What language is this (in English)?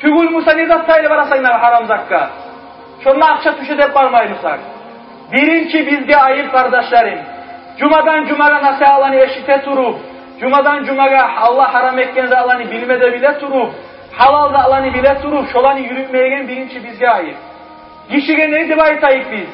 Kumyk